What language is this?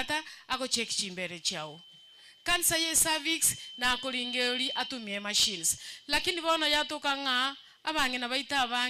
Gusii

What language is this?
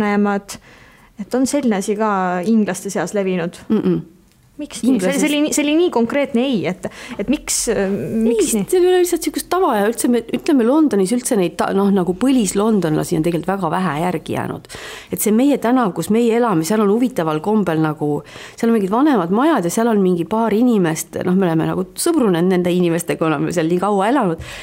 Estonian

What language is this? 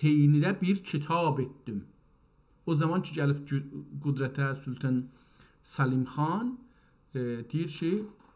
South Azerbaijani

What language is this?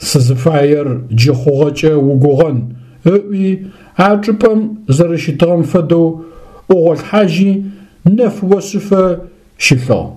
Adyghe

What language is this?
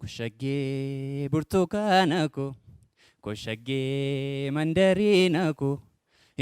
Oromo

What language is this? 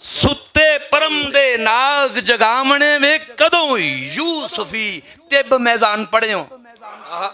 Western Panjabi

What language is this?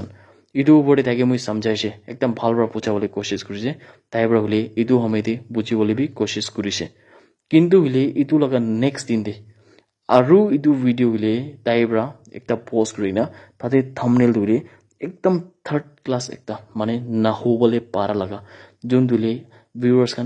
Naga Pidgin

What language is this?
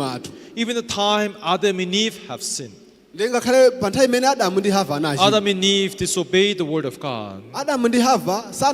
Nyanja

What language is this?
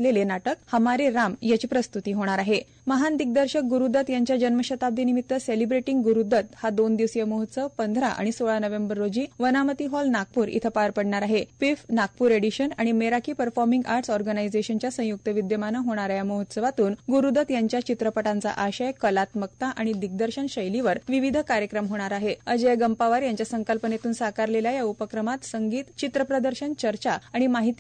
Marathi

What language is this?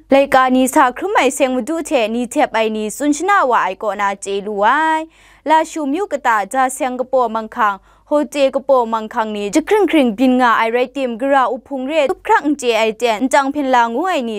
Kachin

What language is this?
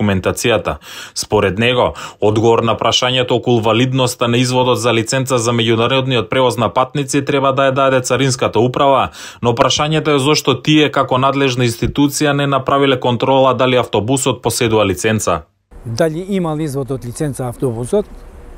Macedonian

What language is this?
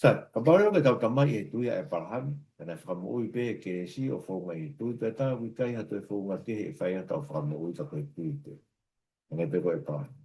Tongan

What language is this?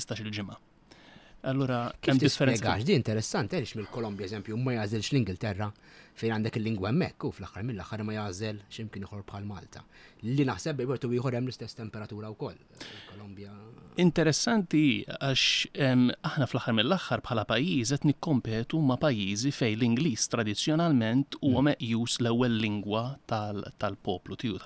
Maltese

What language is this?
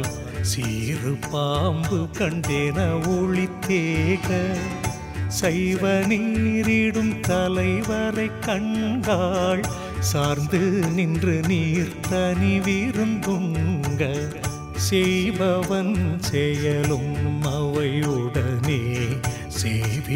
Tamil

